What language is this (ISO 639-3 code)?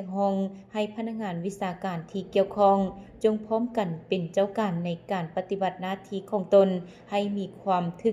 lao